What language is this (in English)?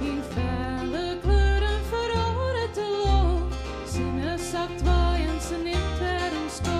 Western Frisian